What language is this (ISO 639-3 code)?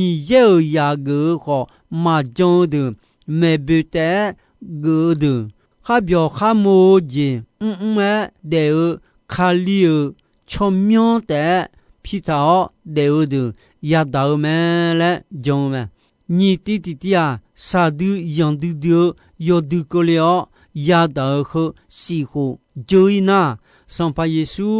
ahk